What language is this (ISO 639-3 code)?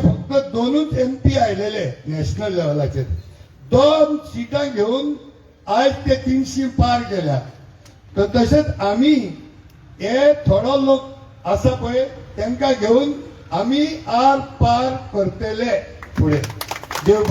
kok